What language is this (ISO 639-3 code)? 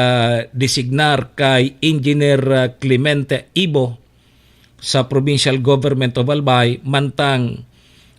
bik